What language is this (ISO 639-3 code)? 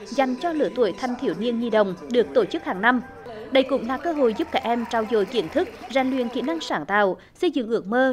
vie